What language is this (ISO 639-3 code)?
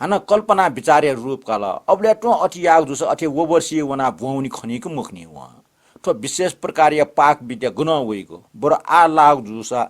new